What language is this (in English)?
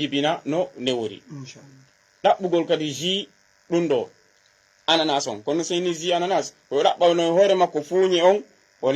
Fula